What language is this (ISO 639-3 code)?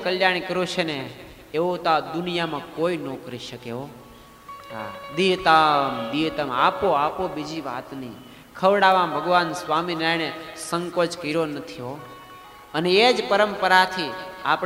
guj